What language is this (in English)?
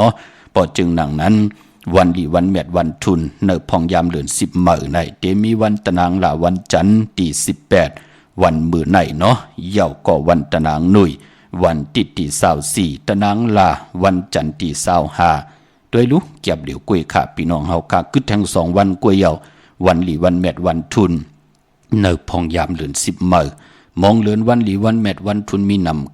Shan